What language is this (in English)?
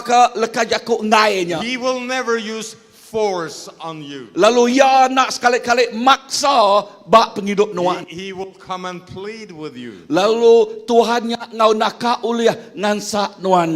Iban